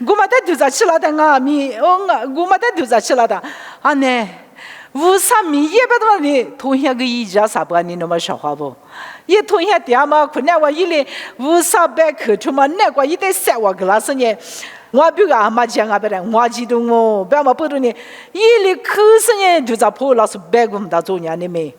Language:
Lisu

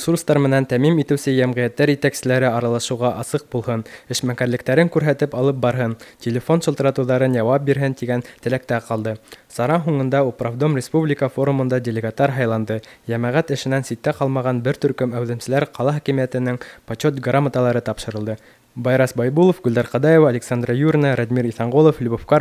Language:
Bashkir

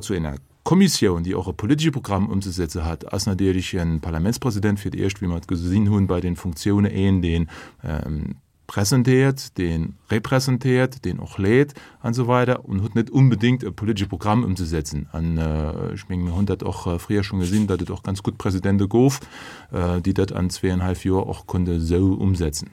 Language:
Luxembourgish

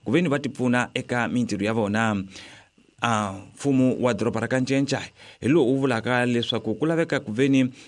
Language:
Tsonga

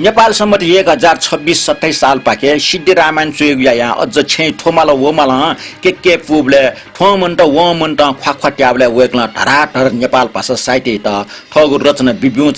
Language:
Newari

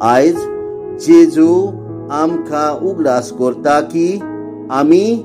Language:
Konkani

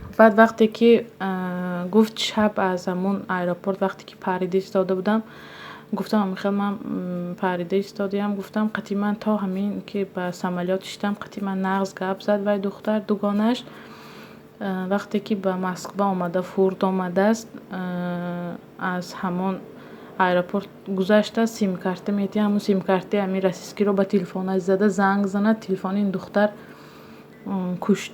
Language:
Tajik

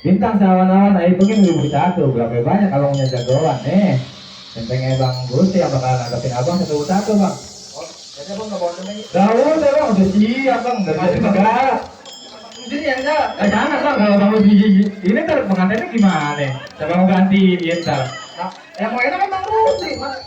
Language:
Betawi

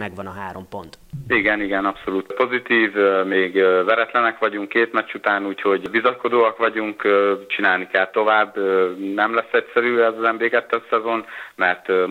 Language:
Hungarian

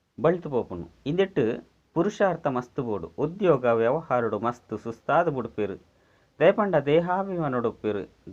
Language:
Tulu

